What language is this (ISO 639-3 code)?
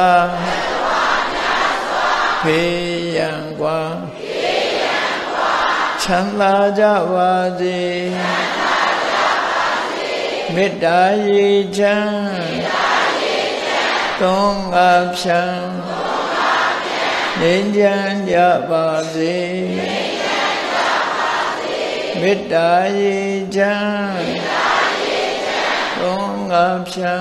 mya